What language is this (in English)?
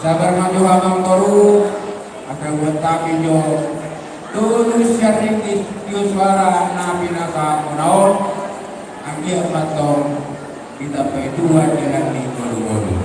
Batak Toba